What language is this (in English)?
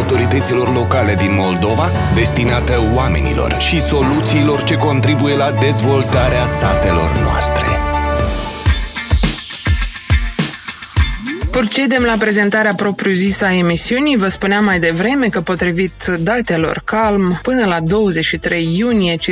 Romanian